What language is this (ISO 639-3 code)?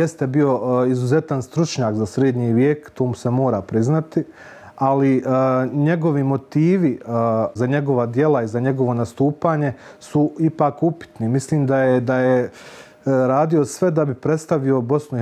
bos